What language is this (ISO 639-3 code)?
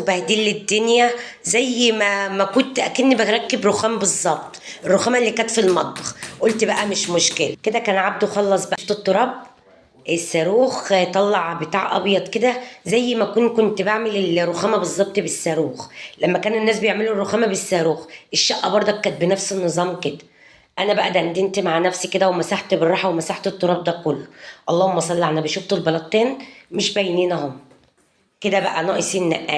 arz